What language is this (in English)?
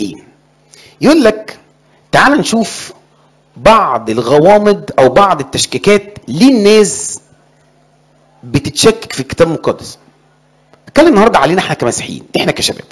Egyptian Arabic